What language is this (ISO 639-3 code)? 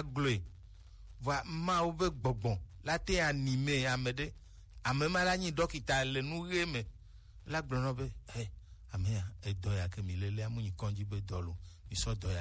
gej